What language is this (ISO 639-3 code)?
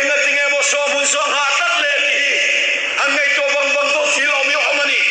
lus